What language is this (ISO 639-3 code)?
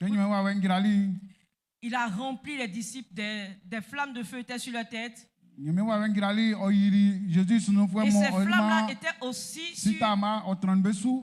bci